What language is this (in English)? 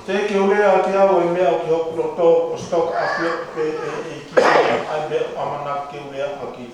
Tongan